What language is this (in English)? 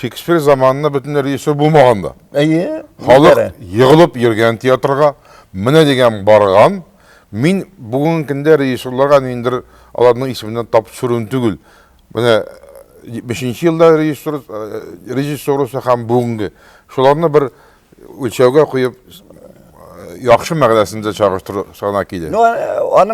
Tatar